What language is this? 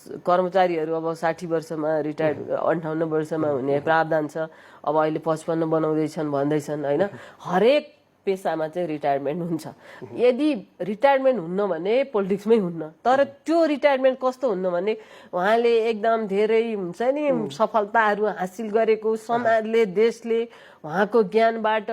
Nepali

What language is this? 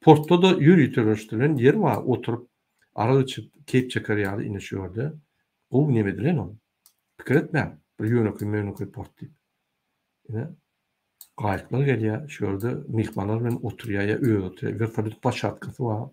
Turkmen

